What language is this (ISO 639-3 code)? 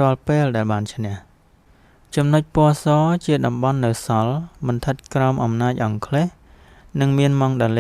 khm